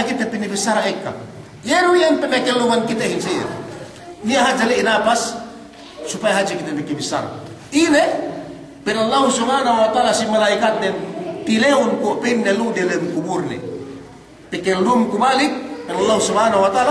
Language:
Yakan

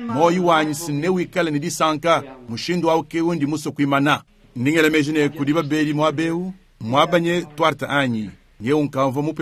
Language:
Luba-Lulua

